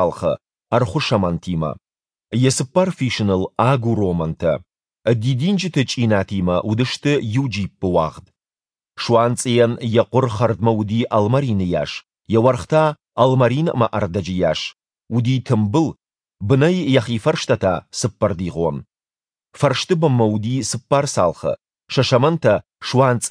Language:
Ossetic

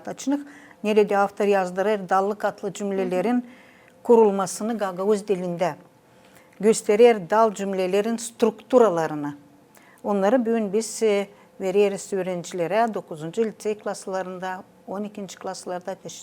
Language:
Gagauz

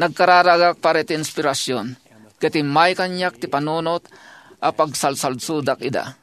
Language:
Iloko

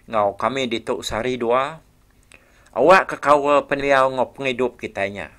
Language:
Iban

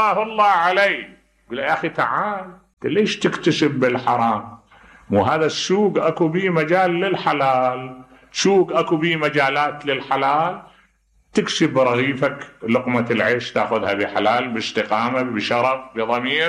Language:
Mesopotamian Arabic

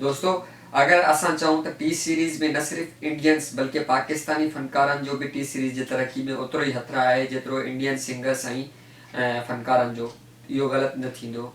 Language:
Sindhi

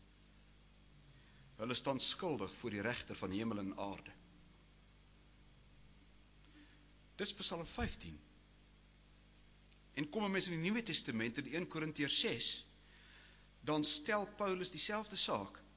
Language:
Afrikaans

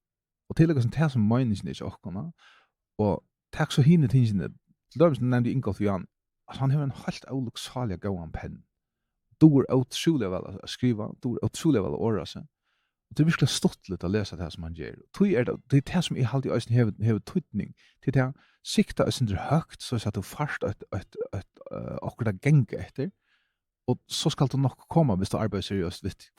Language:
Faroese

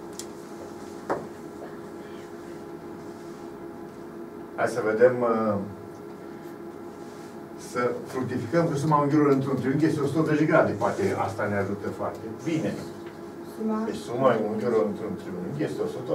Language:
Romanian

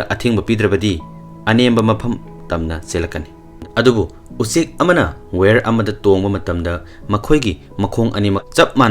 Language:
Manipuri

